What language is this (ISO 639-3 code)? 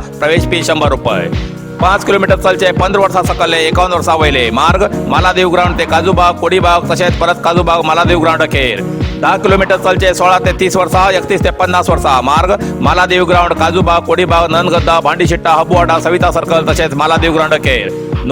kok